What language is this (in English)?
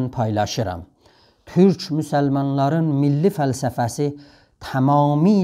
South Azerbaijani